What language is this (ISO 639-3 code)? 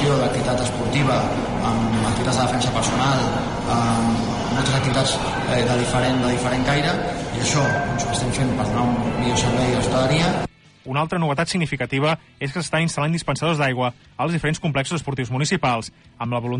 cat